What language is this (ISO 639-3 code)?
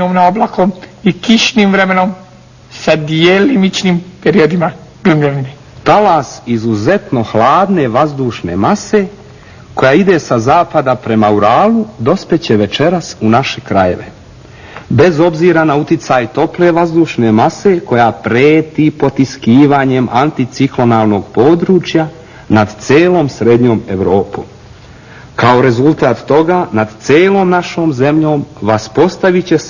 bos